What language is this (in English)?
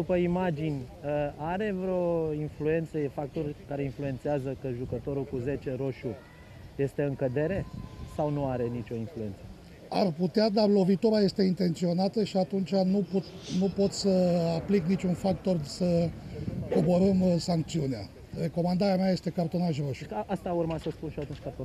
Romanian